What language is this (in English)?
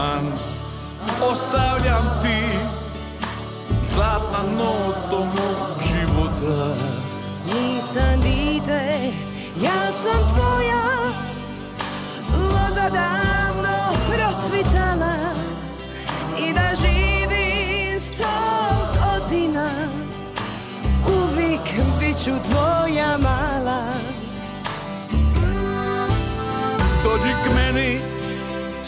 Croatian